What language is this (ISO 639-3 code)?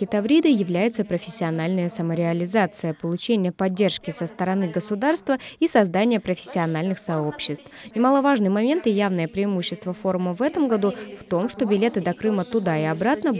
rus